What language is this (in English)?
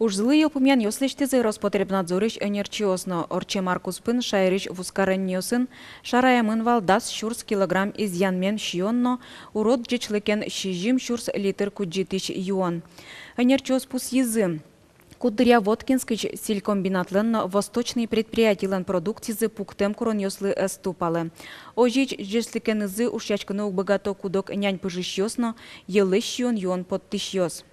Udmurt